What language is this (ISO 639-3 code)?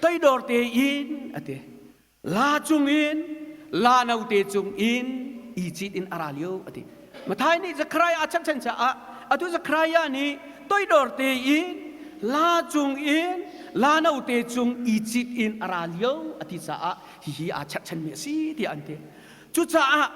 cnh